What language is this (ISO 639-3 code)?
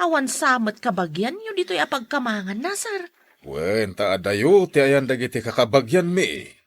ilo